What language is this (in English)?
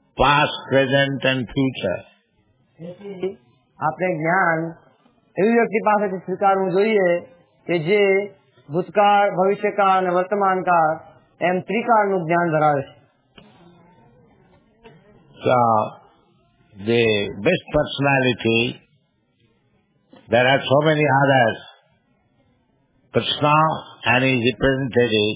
Gujarati